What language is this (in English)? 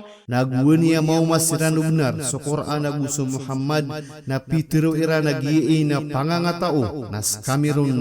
Maranao